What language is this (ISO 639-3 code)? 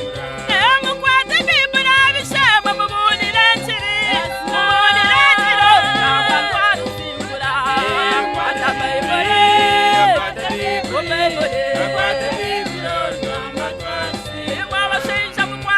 nyn